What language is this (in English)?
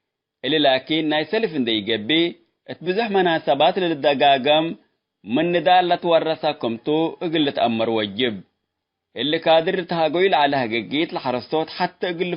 Tigre